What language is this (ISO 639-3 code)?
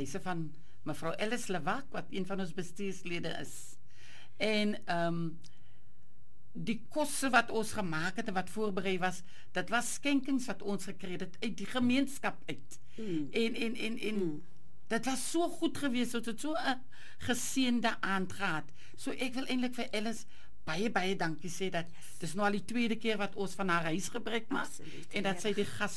afr